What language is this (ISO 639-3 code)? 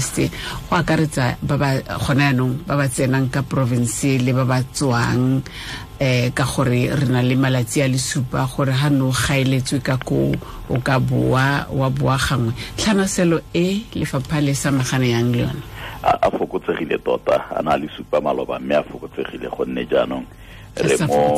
tsn